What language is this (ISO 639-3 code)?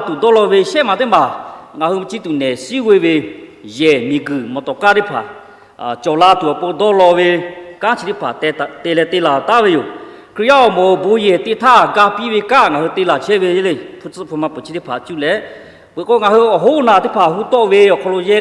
lhu